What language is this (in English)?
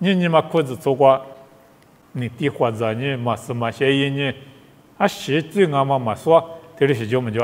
Lisu